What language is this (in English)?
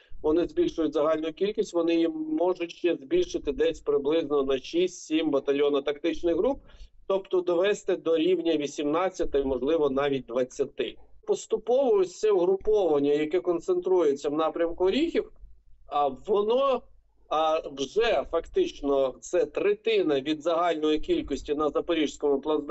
Ukrainian